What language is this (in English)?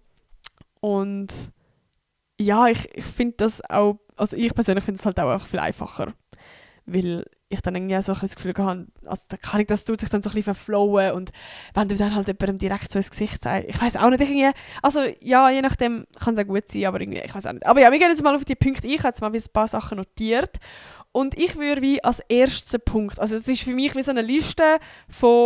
Swiss German